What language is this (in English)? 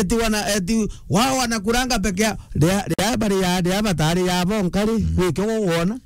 Meru